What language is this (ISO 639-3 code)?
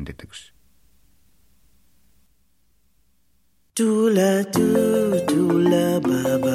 est